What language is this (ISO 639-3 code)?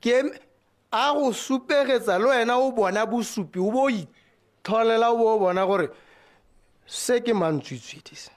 tsn